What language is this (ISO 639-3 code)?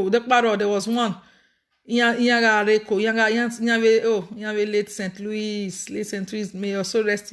pcm